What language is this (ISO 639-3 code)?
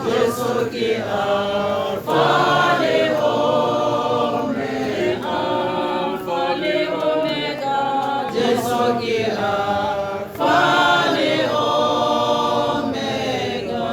tsn